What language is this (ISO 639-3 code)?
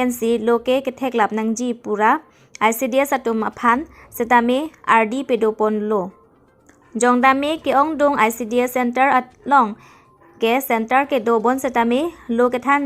mjw